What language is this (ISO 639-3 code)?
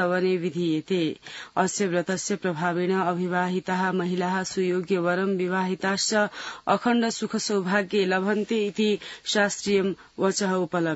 san